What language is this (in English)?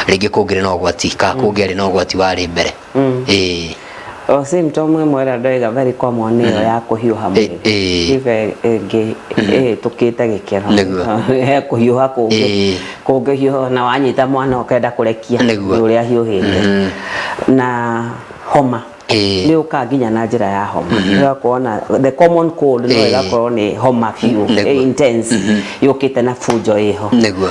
Kikuyu